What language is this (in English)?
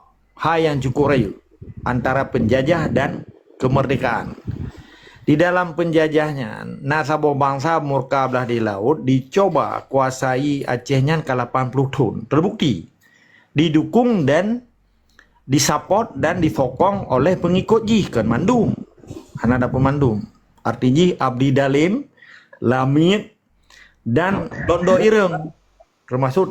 Achinese